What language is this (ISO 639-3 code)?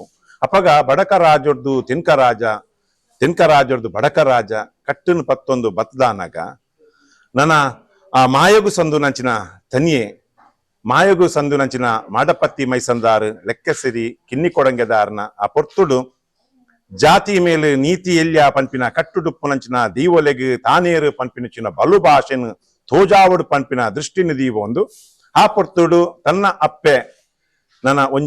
tcy